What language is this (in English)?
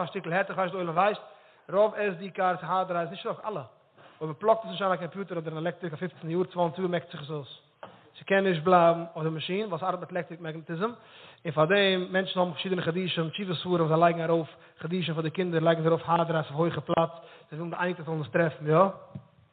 Yiddish